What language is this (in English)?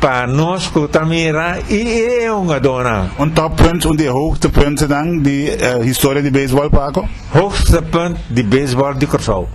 Papiamento